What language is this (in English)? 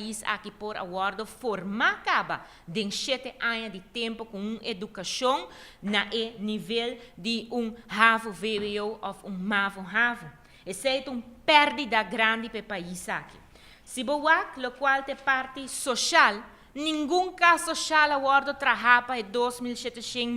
Papiamento